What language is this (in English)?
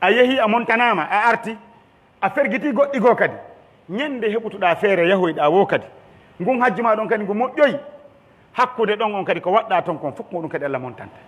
Pular